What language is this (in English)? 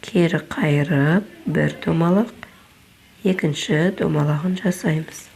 Kazakh